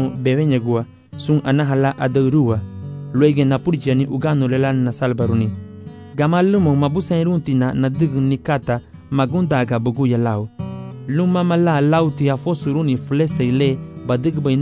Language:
Garifuna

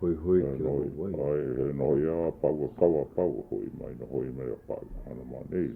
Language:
Hawaiian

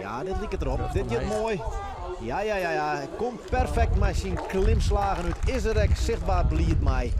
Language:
Western Frisian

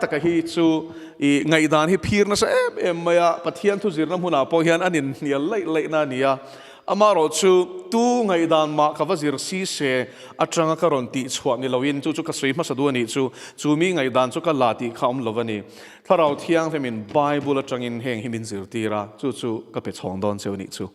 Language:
Mizo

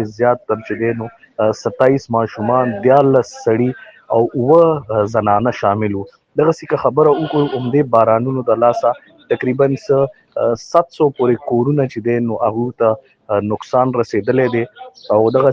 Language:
Pashto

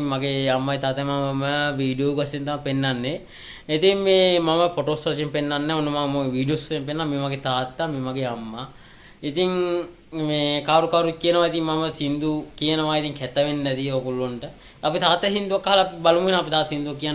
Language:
Sinhala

